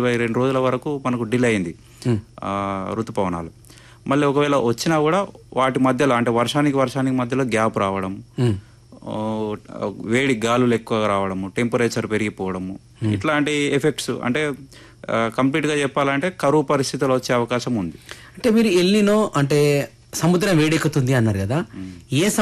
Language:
Telugu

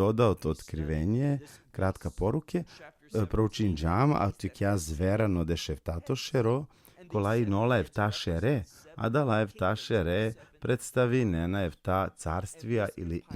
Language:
Balkan Romani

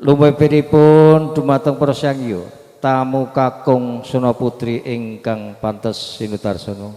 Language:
Javanese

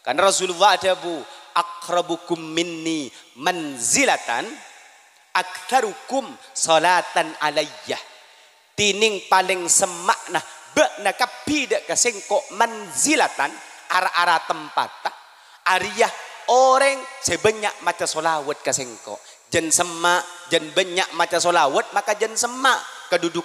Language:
Madurese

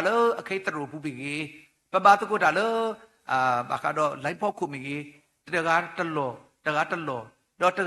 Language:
S'gaw Karen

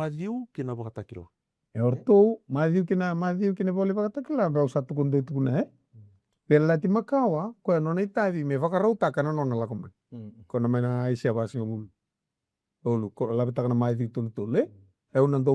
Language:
Fijian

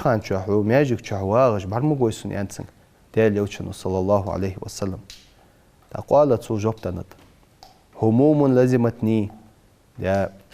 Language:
Ingush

